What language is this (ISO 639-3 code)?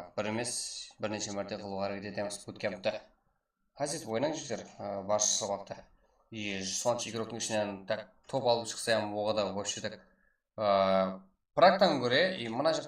kaa